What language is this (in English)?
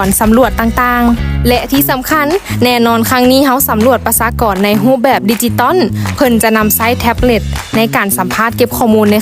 Lao